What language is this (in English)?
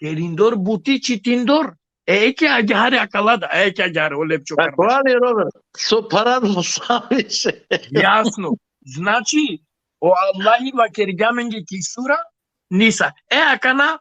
Balkan Romani